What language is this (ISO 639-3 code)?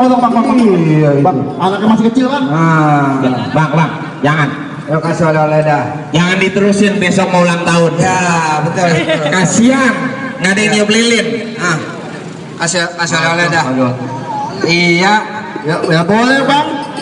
bew